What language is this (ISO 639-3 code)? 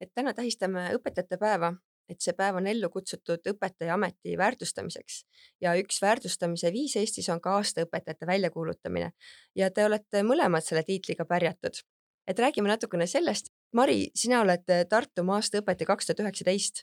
est